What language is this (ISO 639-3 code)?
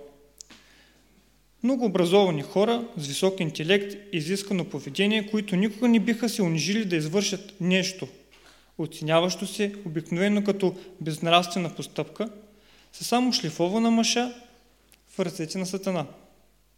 bul